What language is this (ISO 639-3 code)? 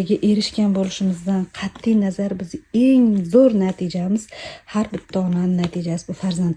uzb